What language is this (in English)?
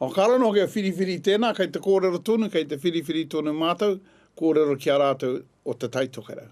Māori